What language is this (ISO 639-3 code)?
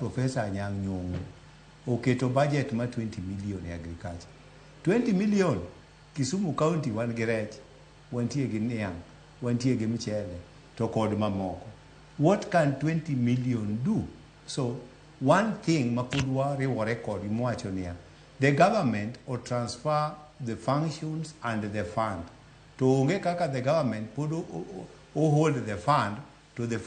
luo